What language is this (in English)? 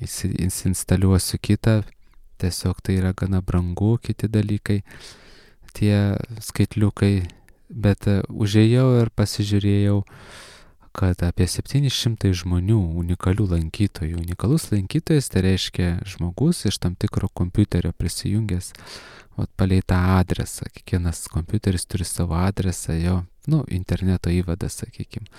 Lithuanian